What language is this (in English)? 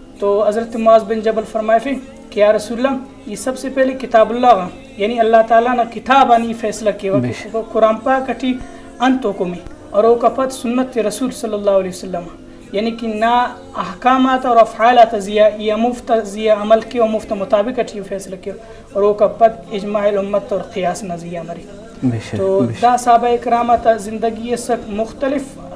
Brahui